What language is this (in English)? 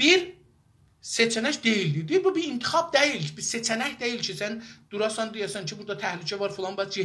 South Azerbaijani